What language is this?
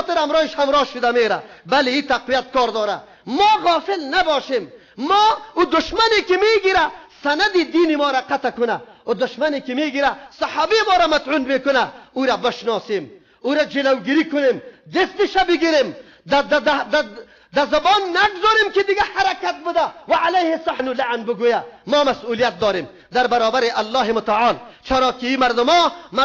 Persian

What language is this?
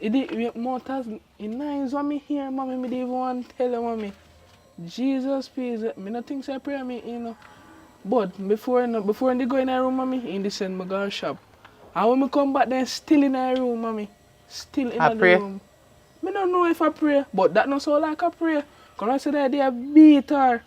Jamaican Creole English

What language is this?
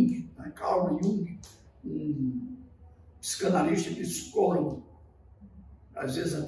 Portuguese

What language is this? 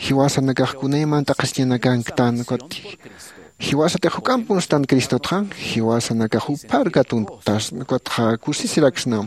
Aymara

